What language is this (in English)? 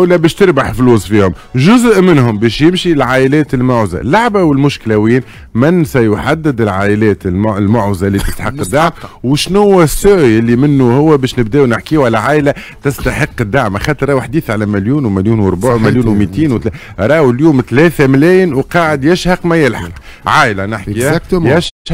Tunisian Arabic